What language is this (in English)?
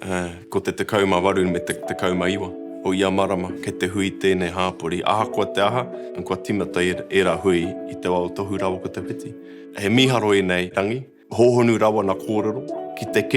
Māori